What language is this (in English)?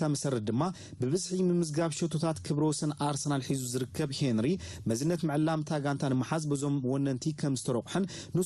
Tigrinya